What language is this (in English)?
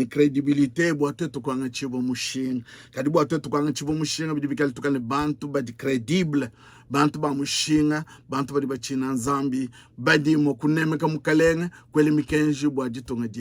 Luba-Lulua